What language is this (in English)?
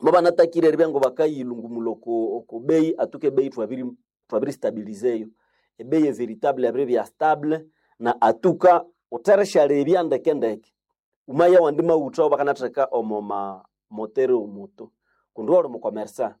Nande